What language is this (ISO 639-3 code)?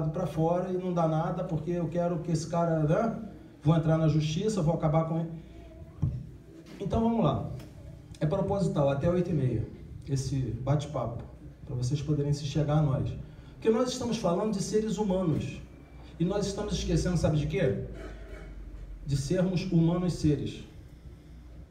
por